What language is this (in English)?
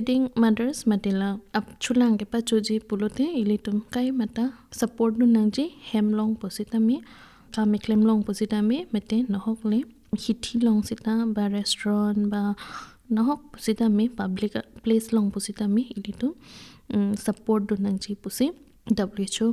Karbi